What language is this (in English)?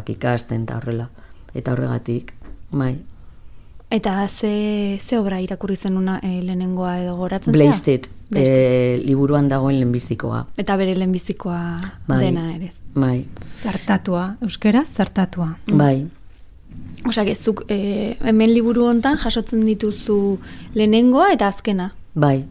Basque